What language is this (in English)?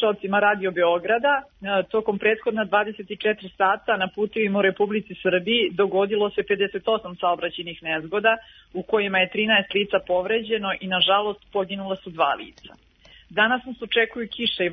Serbian